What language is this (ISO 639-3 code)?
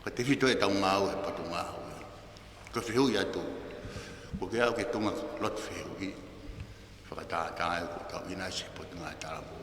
ton